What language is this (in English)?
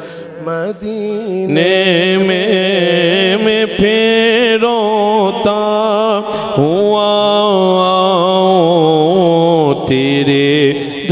Urdu